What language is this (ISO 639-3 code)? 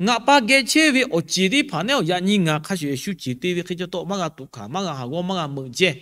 lhu